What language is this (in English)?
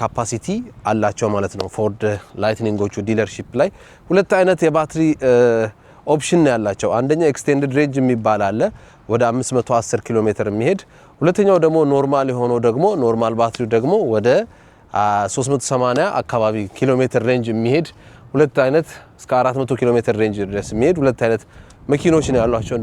Amharic